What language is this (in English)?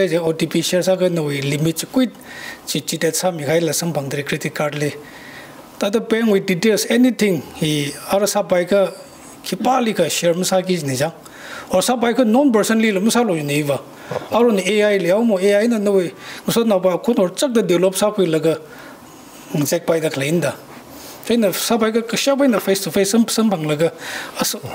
Tangkhul Naga (India)